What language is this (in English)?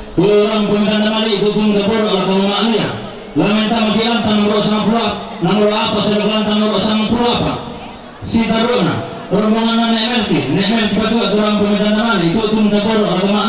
Toraja-Sa'dan